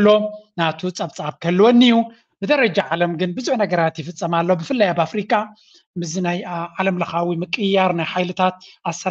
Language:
Tigrinya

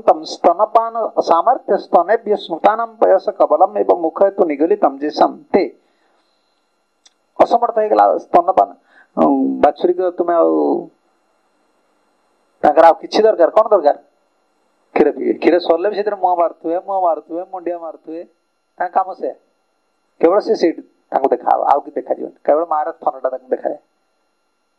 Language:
Odia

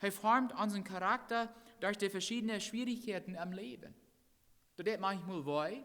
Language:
Plautdietsch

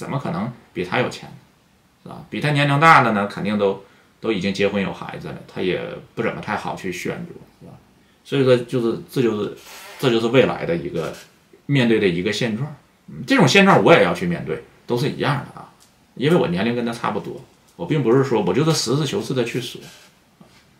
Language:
Chinese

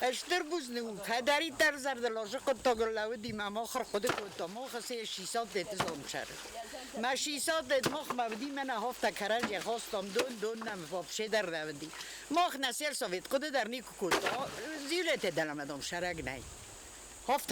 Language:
Ossetic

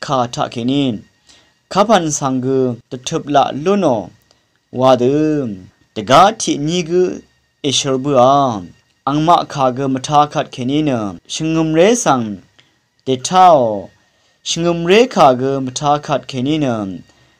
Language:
Rawang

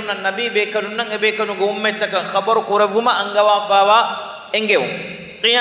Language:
Divehi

